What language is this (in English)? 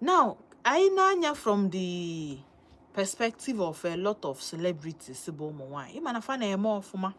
Igbo